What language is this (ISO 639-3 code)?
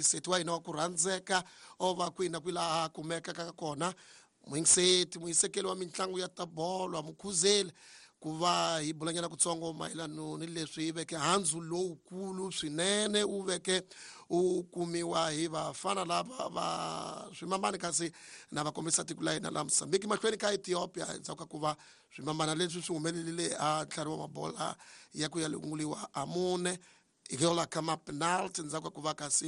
tso